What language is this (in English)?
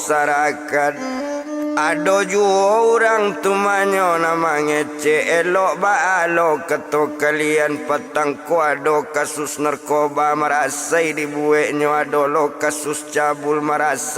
Minangkabau